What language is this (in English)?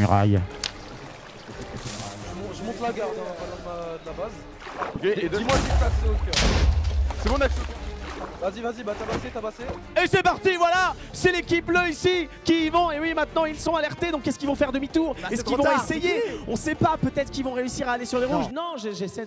French